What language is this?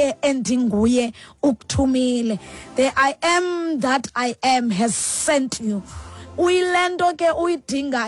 Xhosa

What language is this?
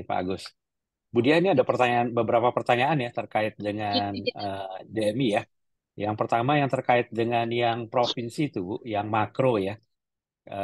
Indonesian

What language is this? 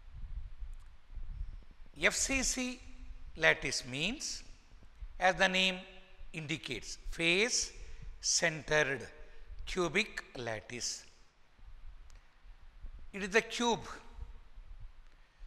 Kannada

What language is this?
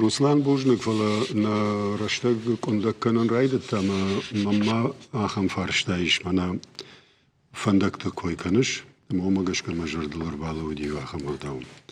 Ossetic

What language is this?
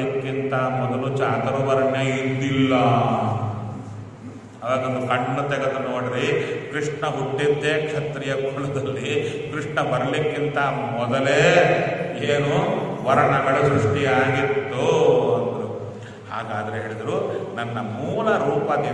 Kannada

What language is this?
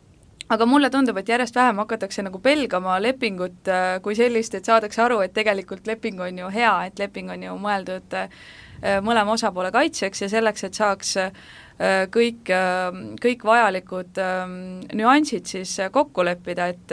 Estonian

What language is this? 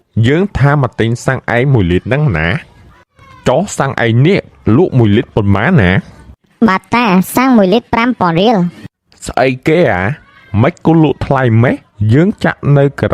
Khmer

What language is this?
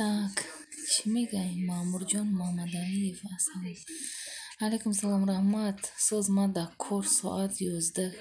Tajik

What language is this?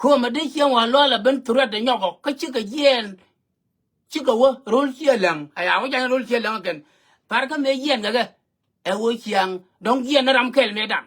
Nuer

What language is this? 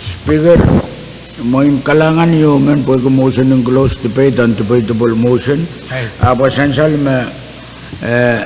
Pohnpeian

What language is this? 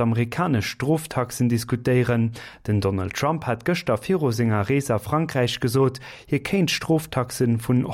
Luxembourgish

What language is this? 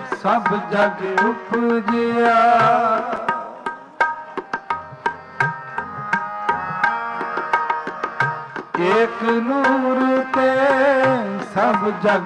Punjabi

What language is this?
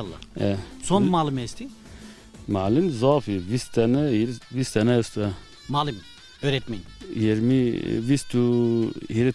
Zaza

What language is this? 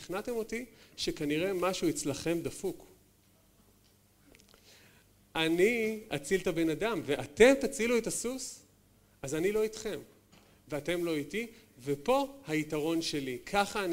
Hebrew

